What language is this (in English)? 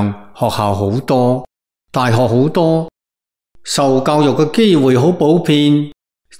Cantonese